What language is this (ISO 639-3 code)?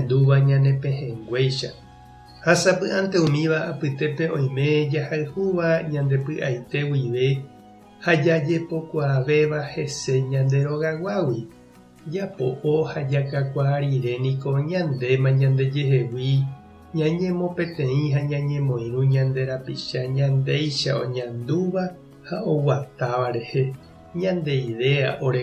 grn